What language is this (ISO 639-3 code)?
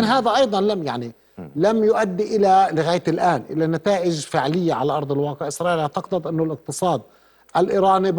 ara